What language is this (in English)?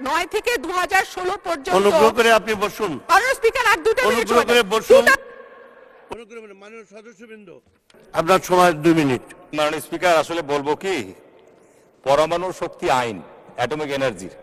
Bangla